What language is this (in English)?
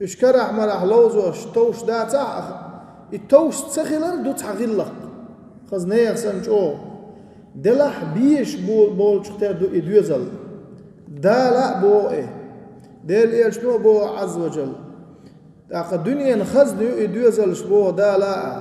Chechen